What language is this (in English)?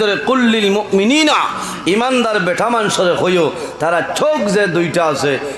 Sylheti